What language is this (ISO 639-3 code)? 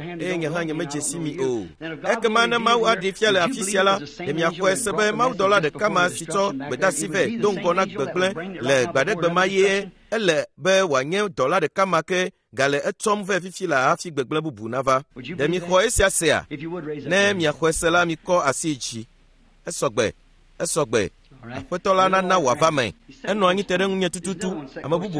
ewe